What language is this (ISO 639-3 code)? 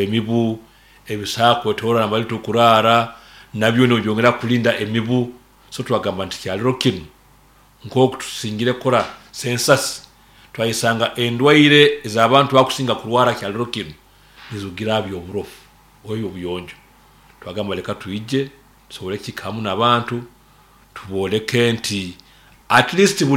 nyn